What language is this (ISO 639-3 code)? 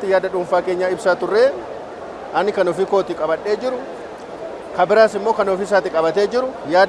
orm